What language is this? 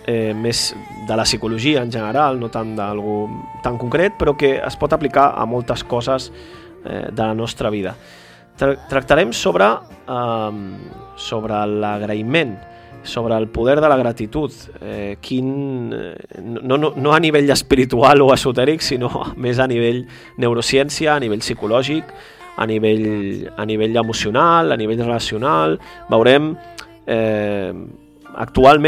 Catalan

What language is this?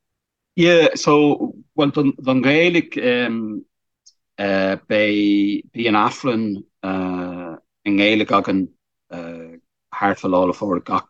Irish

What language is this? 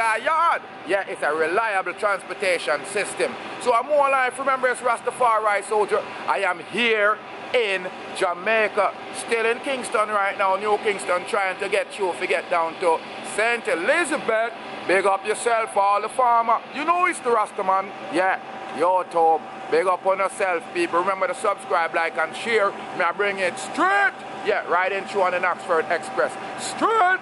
Jamaican Creole English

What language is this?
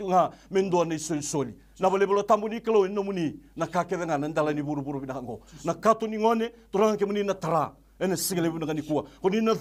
Fijian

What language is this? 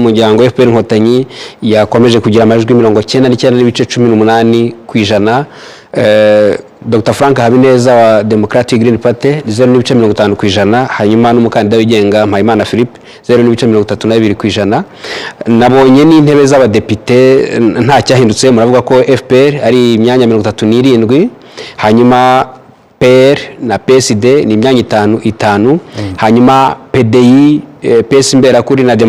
Kinyarwanda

